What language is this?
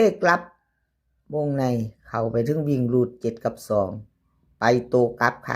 Northeastern Thai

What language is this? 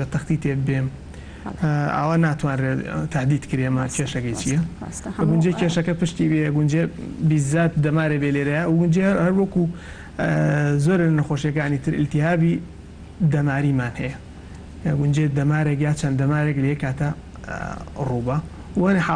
Central Kurdish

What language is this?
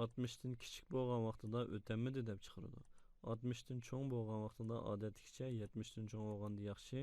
Uyghur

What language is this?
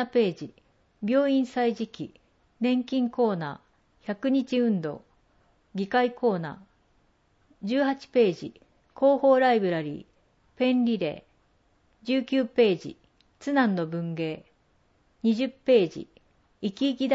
Japanese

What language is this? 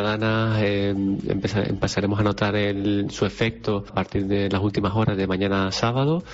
Spanish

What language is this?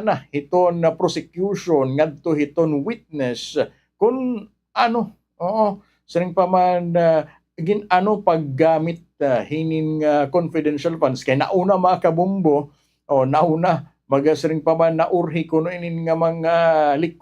Waray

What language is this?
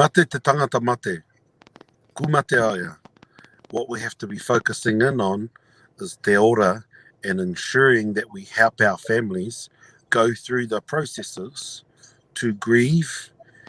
Māori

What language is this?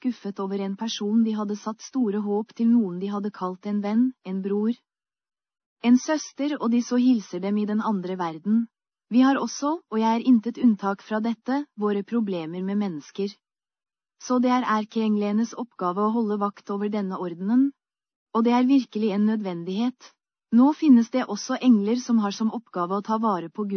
Norwegian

